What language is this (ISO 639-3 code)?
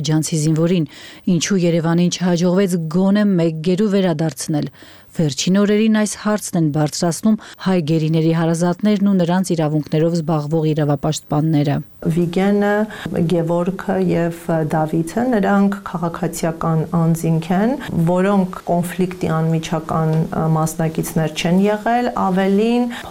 hye